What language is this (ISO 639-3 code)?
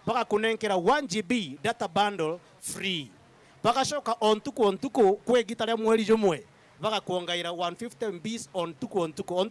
mer